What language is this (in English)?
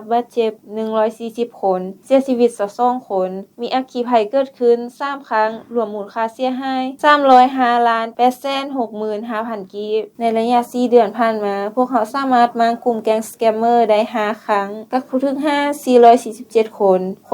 Lao